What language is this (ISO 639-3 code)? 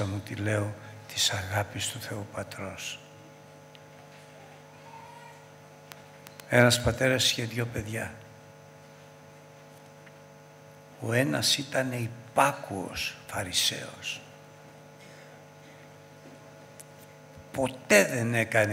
ell